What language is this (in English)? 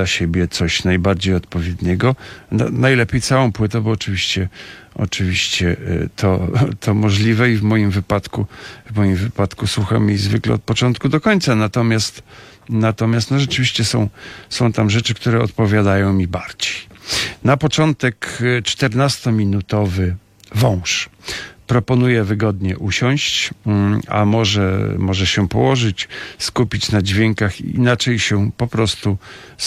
Polish